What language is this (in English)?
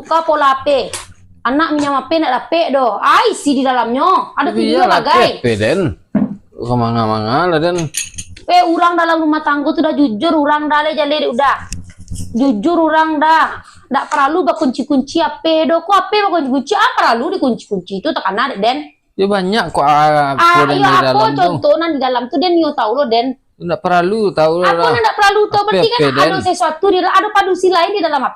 Minangkabau